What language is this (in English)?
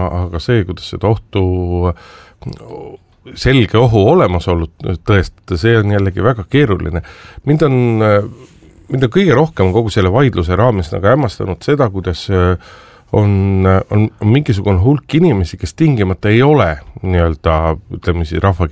Estonian